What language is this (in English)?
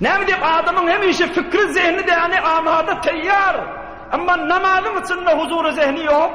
Turkmen